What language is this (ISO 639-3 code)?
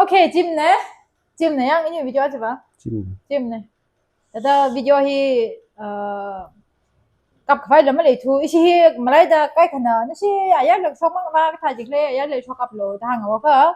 nmf